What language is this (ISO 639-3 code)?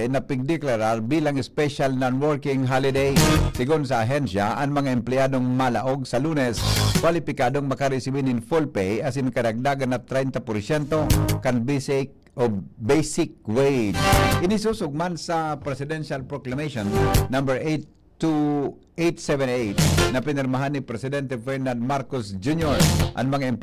bik